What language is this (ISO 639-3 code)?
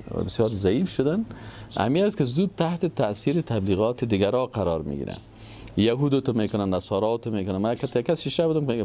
fas